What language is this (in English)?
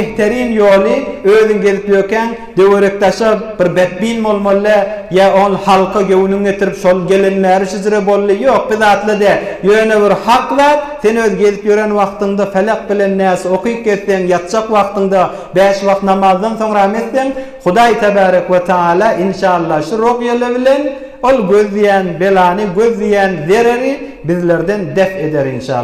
Turkmen